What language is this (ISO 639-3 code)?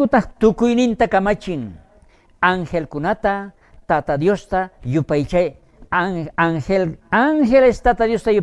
quh